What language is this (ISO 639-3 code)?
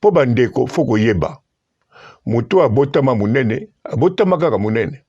lin